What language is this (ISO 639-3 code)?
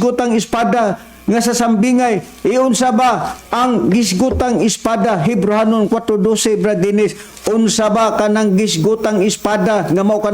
ceb